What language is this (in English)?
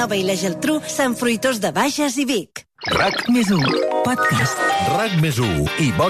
Catalan